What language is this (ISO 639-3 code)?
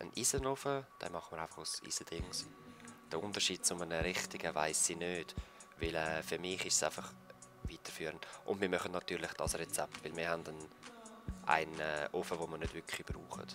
gsw